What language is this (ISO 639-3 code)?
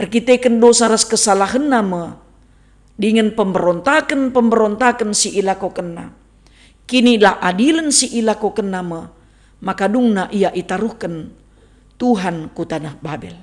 btx